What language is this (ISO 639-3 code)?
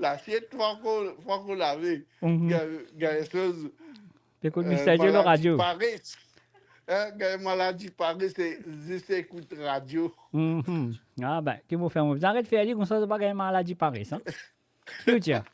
mfe